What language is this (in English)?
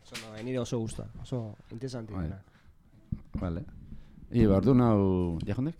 Basque